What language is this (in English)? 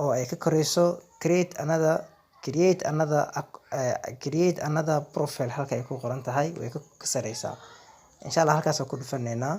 Somali